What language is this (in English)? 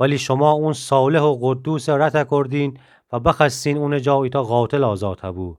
Gilaki